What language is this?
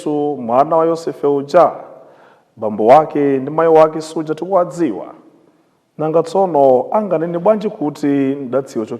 Nyanja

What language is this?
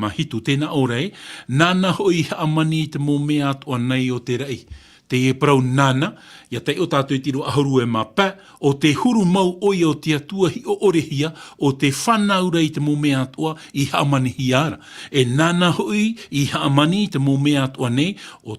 Tahitian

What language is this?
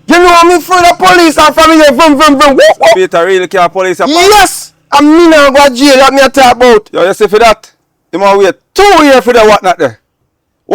Jamaican Creole English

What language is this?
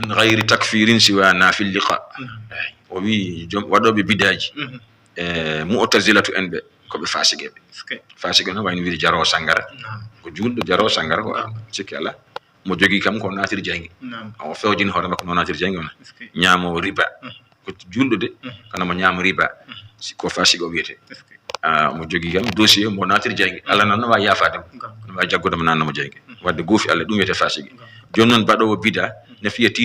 Fula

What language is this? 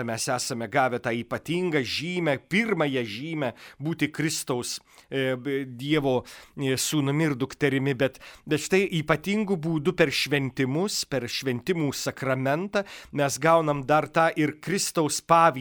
Lithuanian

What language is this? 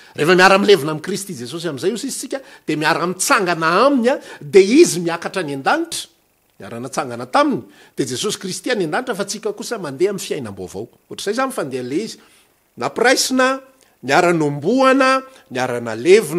Malagasy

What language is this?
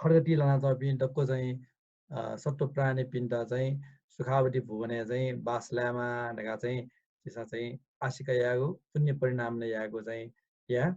Newari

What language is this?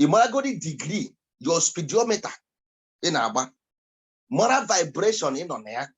Igbo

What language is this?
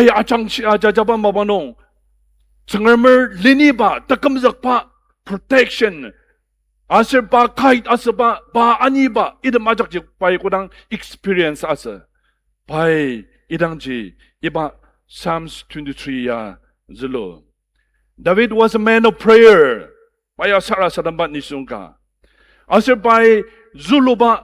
Ao Naga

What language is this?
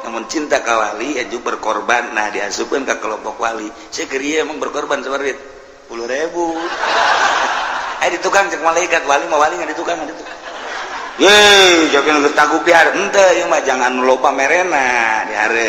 Sundanese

